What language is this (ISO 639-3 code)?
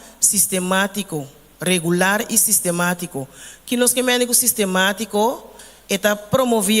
pap